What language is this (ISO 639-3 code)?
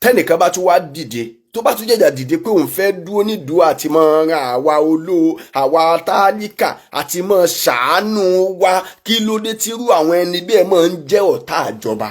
yor